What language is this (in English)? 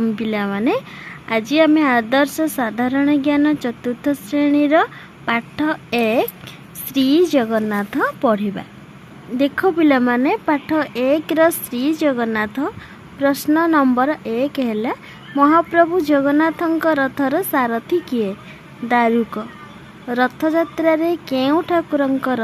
Odia